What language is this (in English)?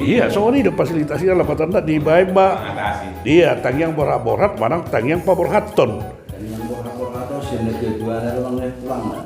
Batak Toba